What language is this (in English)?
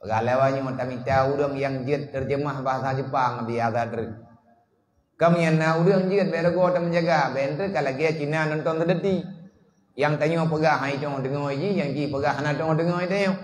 Achinese